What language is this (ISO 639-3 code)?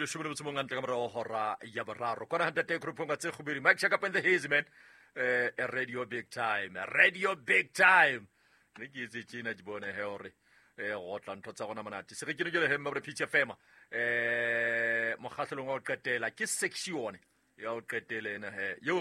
sot